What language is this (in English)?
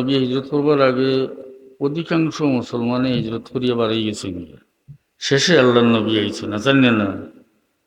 Sylheti